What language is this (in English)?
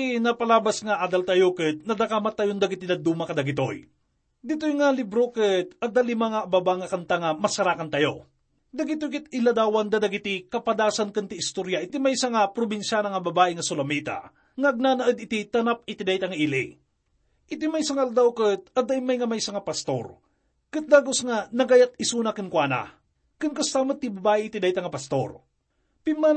Iloko